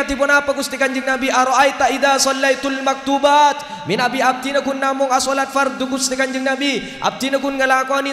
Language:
Madurese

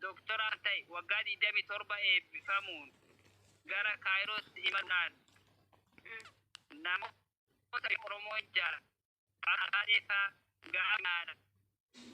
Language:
Oromo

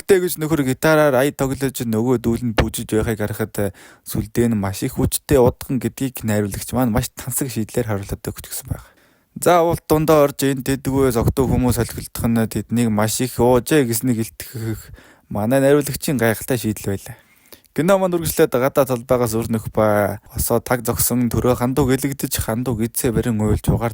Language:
Mongolian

